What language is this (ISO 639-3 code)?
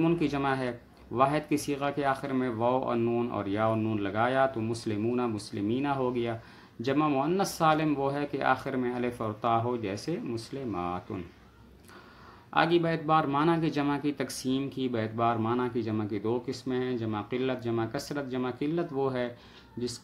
urd